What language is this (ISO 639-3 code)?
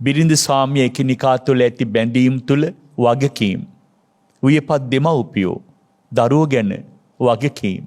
sin